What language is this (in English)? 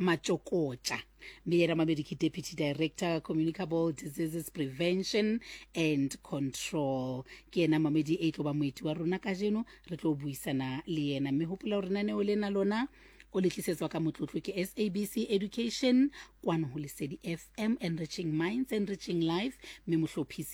Southern Sotho